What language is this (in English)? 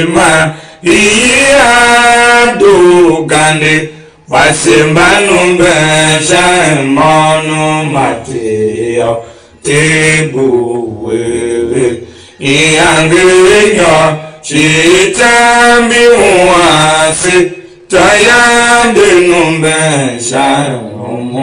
Tiv